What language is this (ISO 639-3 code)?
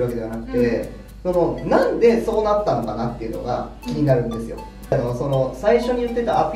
jpn